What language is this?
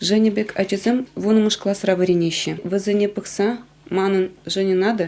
Chuvash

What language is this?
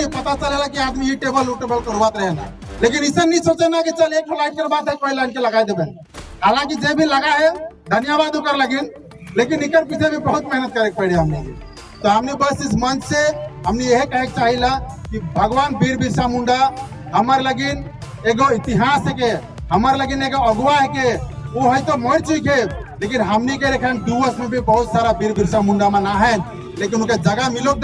Sadri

